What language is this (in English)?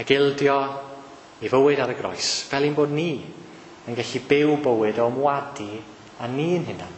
Welsh